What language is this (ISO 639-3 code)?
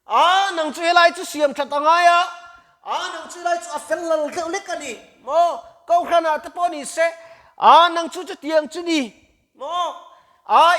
lus